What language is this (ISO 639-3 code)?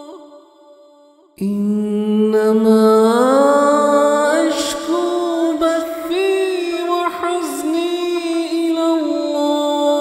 ara